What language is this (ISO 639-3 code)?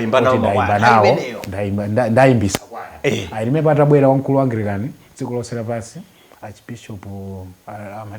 nya